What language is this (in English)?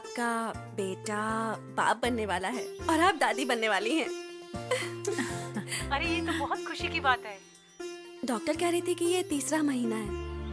Hindi